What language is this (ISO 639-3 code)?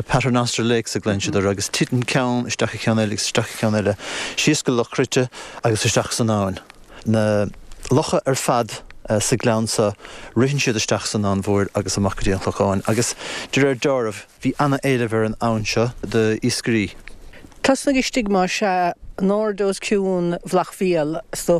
gle